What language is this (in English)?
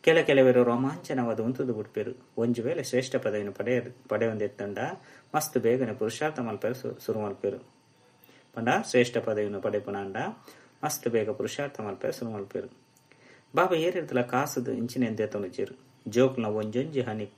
Tulu